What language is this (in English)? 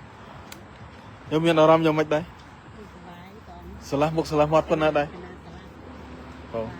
Khmer